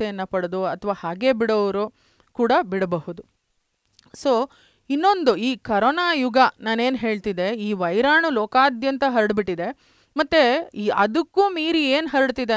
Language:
Kannada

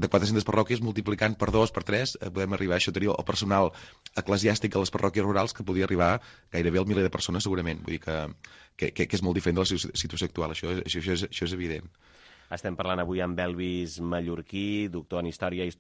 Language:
Catalan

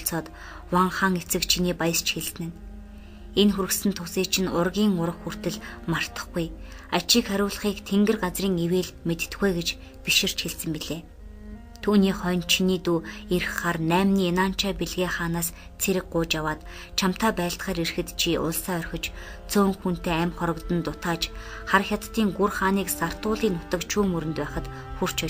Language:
Mongolian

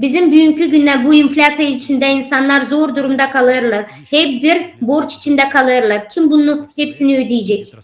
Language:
Gagauz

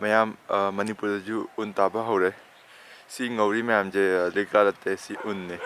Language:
Manipuri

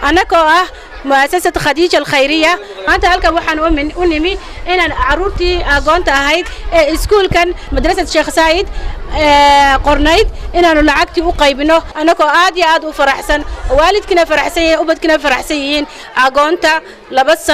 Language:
Somali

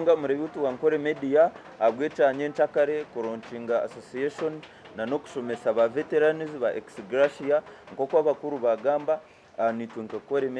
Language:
Nyankole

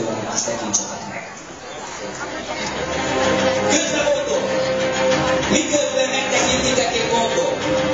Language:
Hungarian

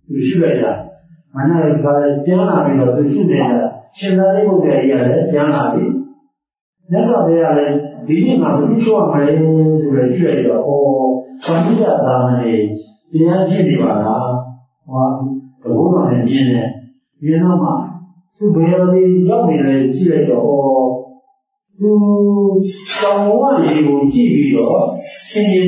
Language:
Burmese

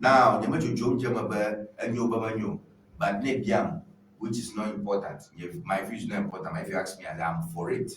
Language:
Ewe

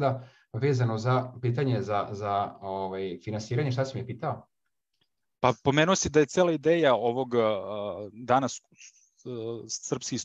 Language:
Serbian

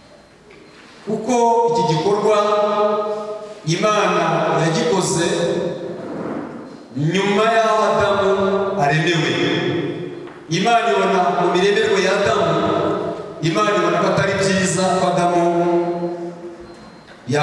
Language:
Kinyarwanda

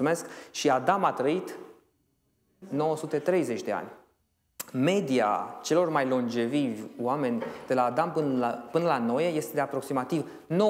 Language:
Romanian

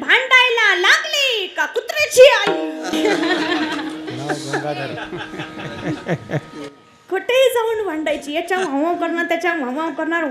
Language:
Marathi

